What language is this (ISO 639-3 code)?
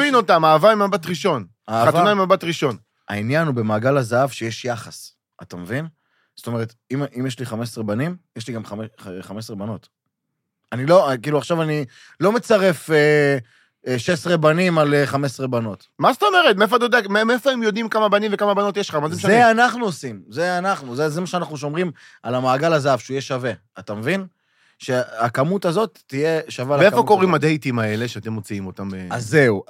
heb